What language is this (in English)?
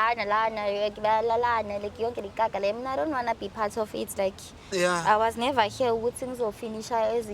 Zulu